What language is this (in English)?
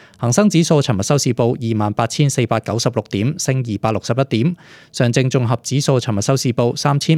Cantonese